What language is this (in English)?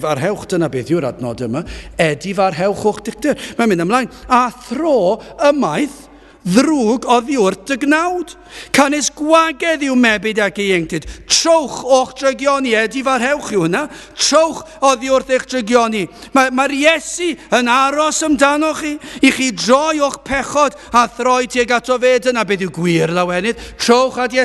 Welsh